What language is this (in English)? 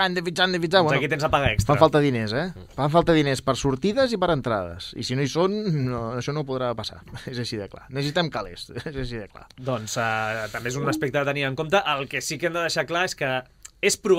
Catalan